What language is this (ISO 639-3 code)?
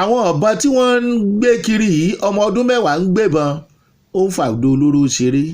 yor